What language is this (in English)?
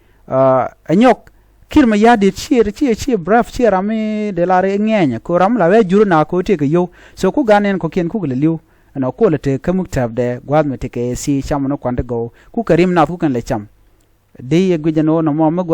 Nuer